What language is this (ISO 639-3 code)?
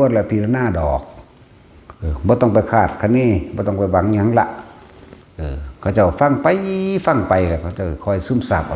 tts